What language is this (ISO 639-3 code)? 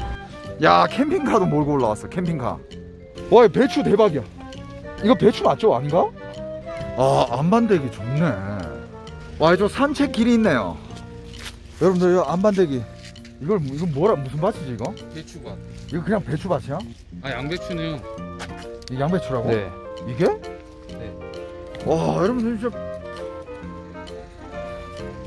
kor